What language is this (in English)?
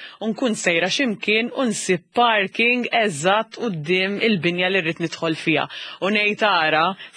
Maltese